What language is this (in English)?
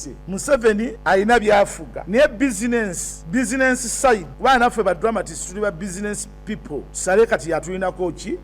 Ganda